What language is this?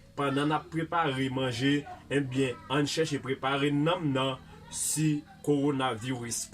Haitian Creole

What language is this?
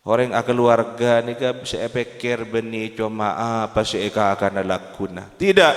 Madurese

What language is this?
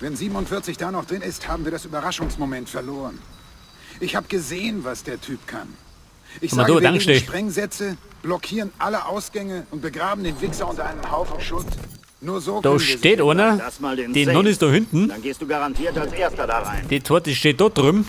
Bavarian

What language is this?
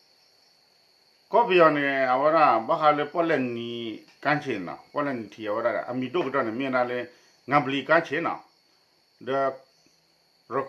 S'gaw Karen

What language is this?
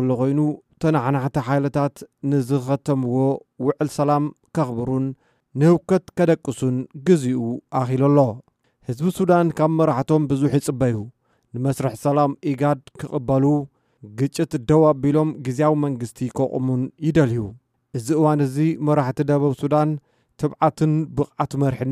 Tigrinya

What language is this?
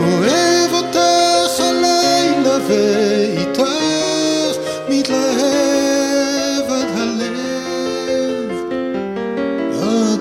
Hebrew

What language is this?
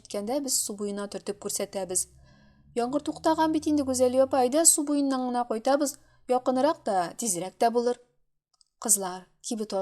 Tatar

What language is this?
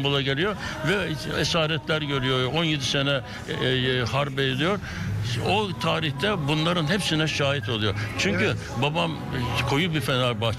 Turkish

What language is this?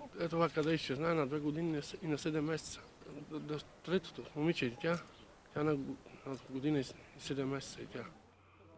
Bulgarian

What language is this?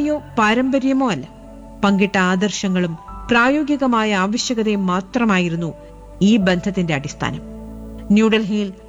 Malayalam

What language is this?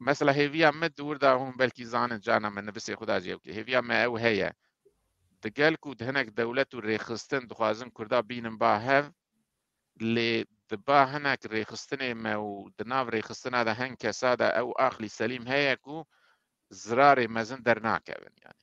Kurdish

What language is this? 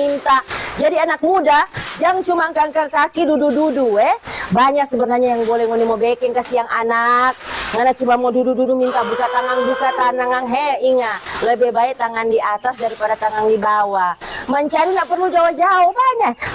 Manado Malay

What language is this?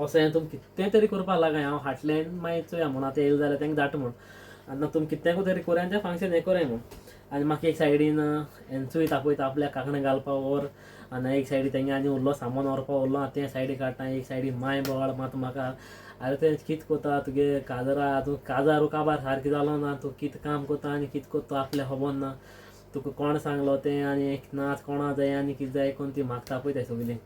Konkani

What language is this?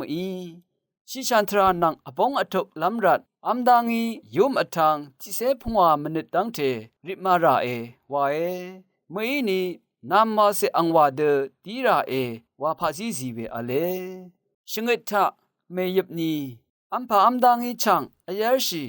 Rawang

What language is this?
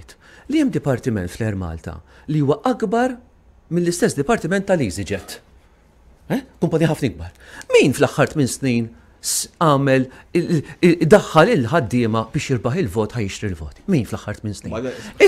Maltese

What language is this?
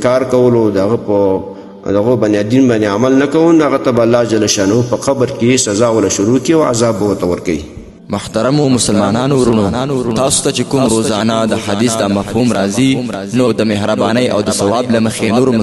Pashto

